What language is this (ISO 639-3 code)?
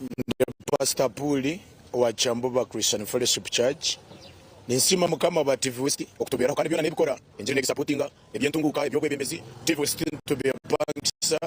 nyn